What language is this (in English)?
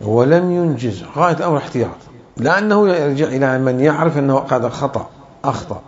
Mesopotamian Arabic